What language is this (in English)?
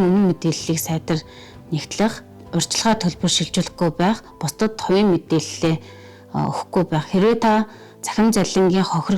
Mongolian